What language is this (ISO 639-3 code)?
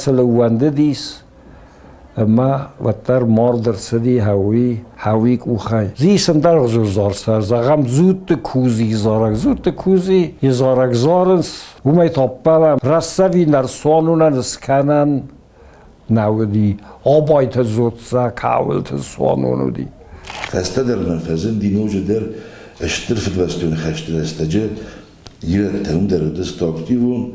oss